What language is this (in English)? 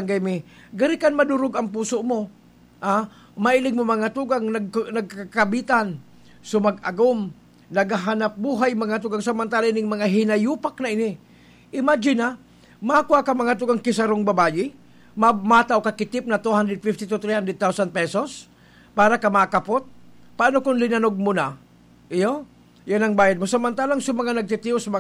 Bikol